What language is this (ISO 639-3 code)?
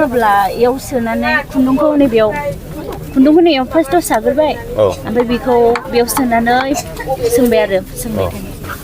brx